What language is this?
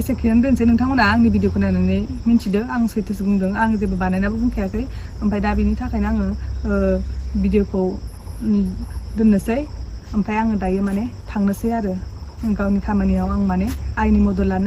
Bodo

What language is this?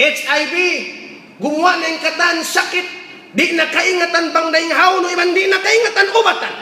Tausug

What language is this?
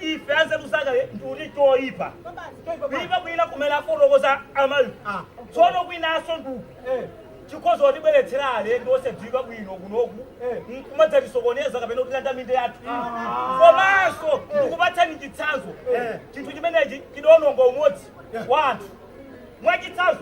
Nyanja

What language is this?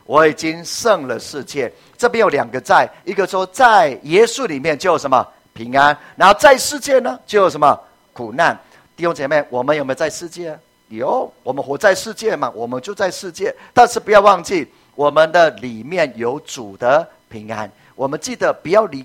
Chinese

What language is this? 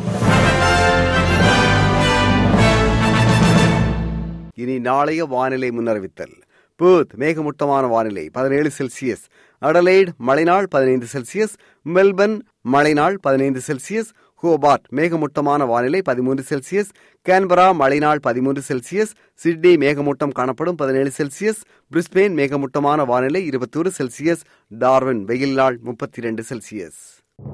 Tamil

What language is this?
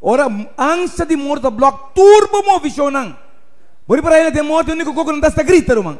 Papiamento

